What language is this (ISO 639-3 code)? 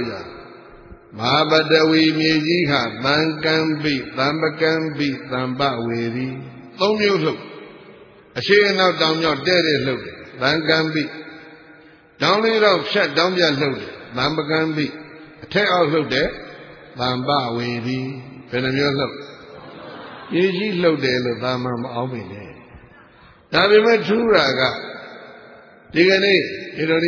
mya